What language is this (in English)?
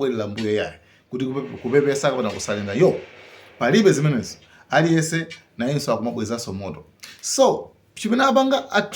Nyanja